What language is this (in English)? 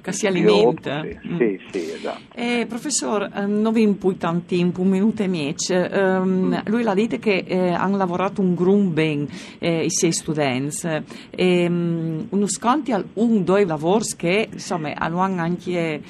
Friulian